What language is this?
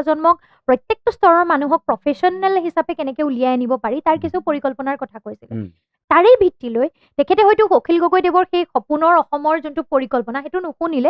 Assamese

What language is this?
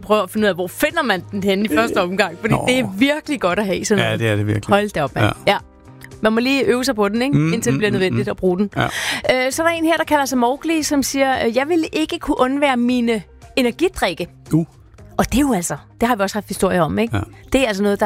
Danish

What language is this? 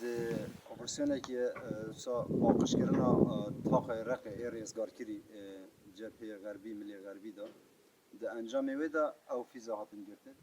Kurdish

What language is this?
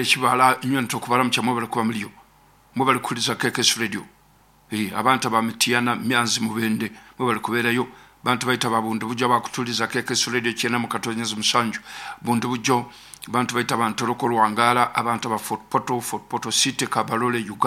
Nyoro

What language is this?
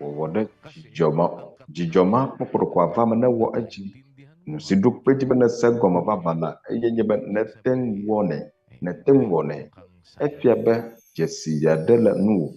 Ewe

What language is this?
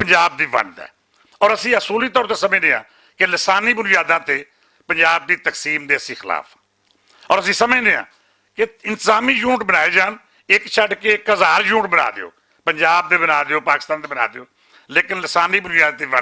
Western Panjabi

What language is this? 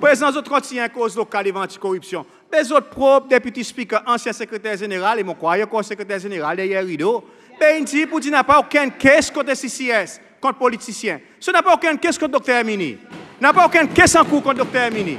Seselwa Creole French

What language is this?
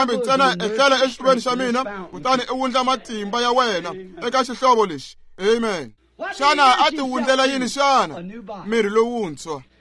Tsonga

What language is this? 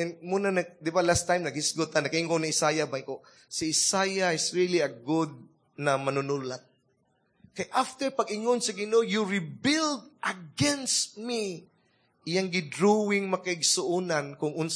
Cebuano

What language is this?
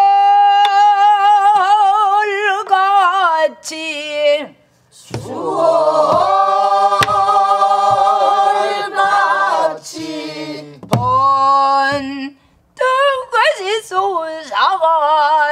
Korean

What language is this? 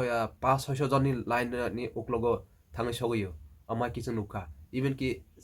Kok Borok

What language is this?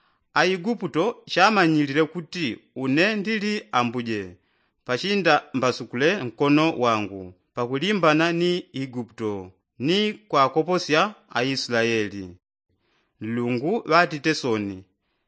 Yao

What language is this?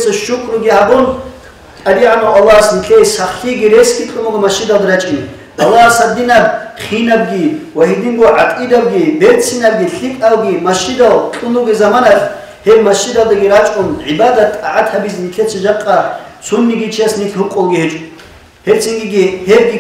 Avaric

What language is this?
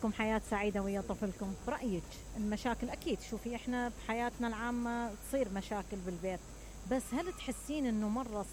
Mesopotamian Arabic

